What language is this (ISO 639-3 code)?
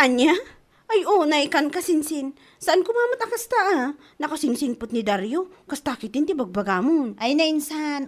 ilo